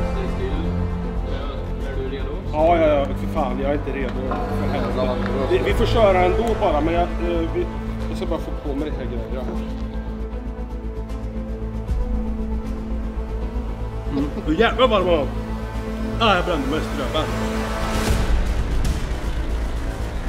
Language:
Swedish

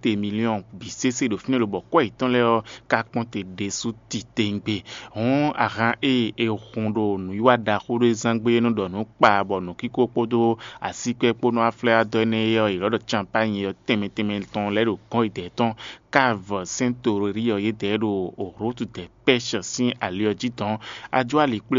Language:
Fon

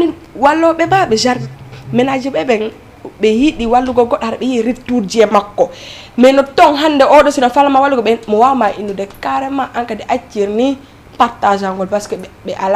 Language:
Fula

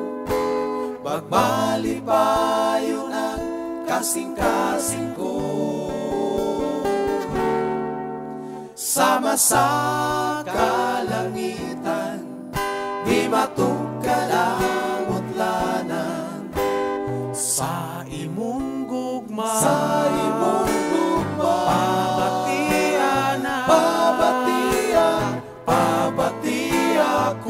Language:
Cebuano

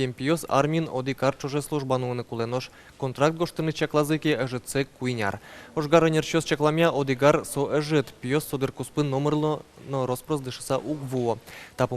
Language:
Udmurt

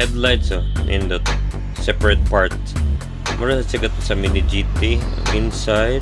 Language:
Cebuano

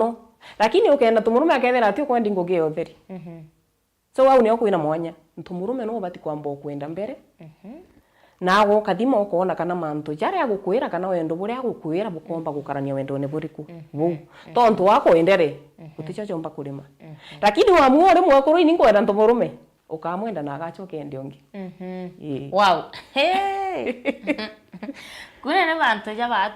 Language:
Meru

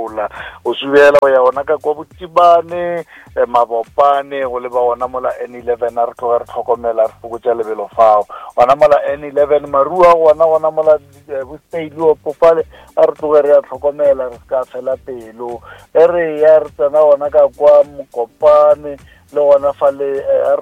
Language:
Northern Sotho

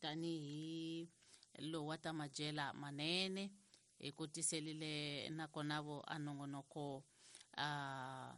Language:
Tsonga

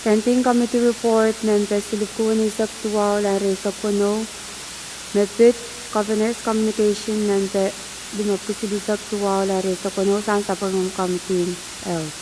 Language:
Pohnpeian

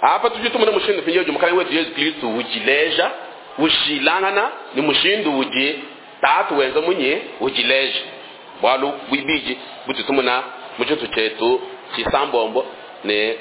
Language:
Luba-Lulua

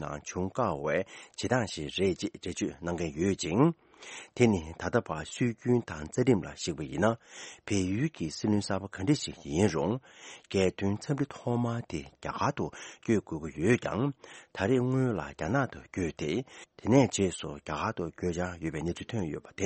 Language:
Tibetan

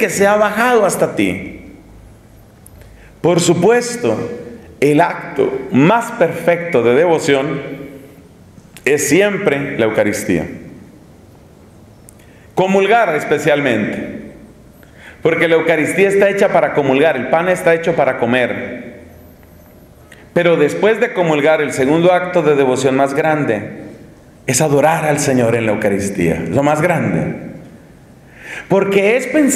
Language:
Spanish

